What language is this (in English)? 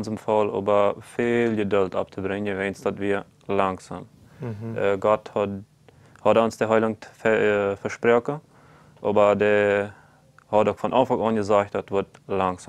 Plautdietsch